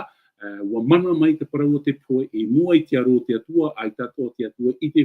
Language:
Tahitian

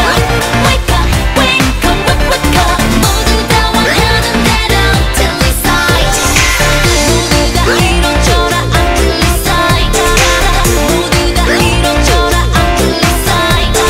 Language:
Korean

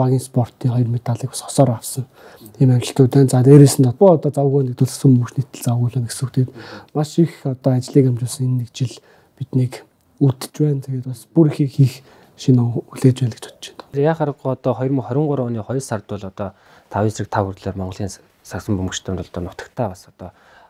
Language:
Mongolian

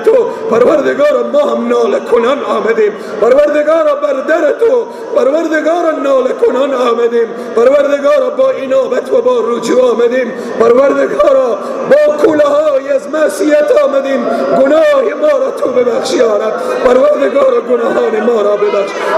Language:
Persian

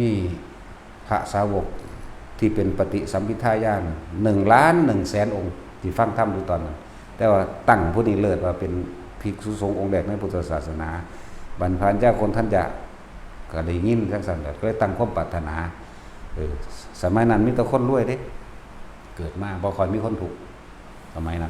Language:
Northeastern Thai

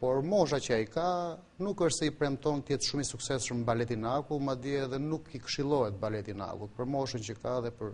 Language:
Albanian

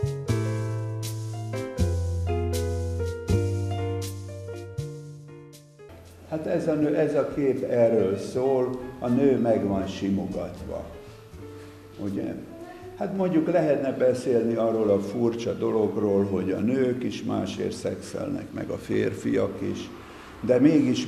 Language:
Hungarian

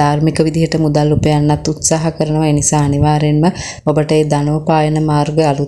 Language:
Sinhala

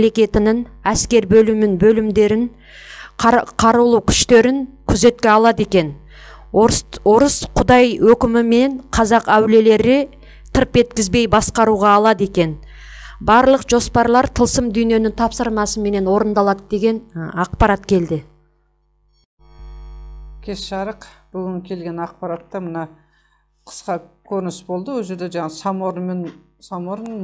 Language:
Kazakh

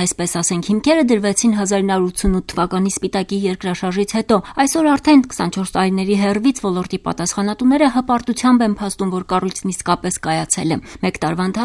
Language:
Armenian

